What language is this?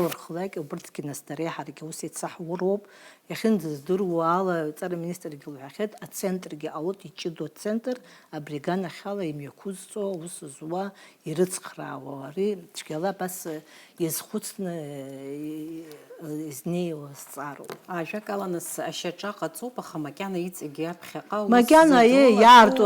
Abkhazian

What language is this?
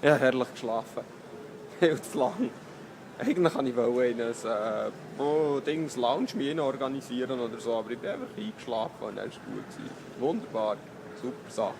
Swiss German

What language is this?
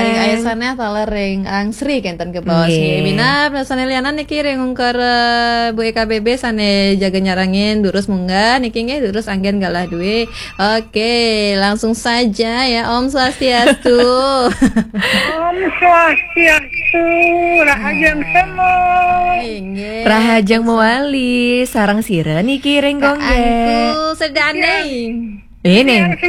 Balinese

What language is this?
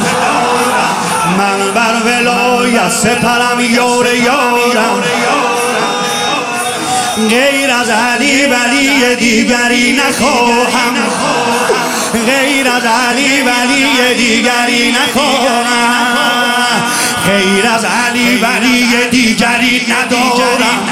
Persian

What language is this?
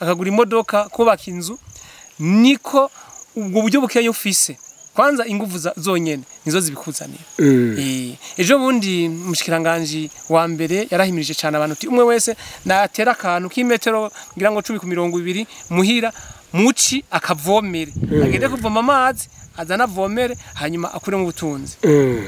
Rundi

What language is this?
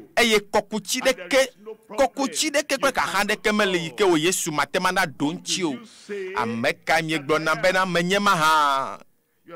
Ewe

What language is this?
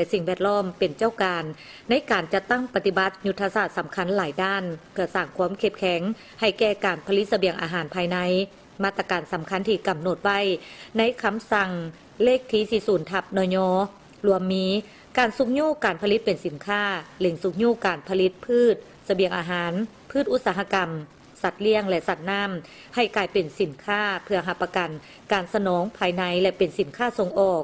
Lao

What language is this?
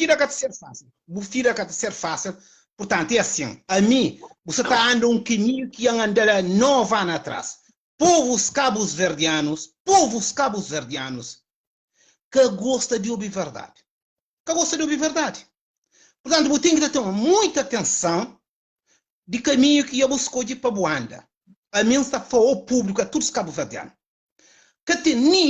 Kabuverdianu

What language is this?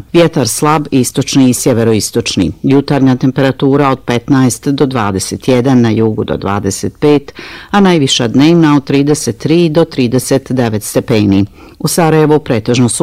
Bosnian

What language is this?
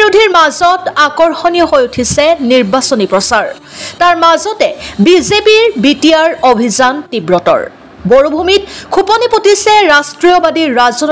Assamese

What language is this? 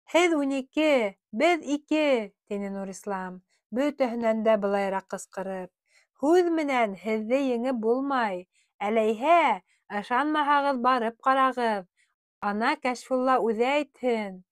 Bashkir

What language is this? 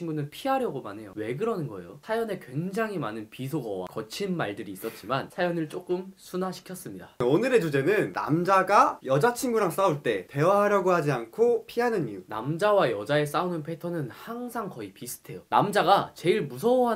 Korean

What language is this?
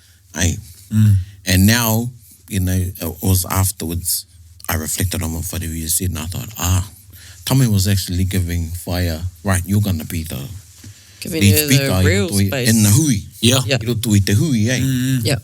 Māori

